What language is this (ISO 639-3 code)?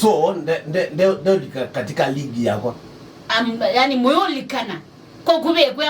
kam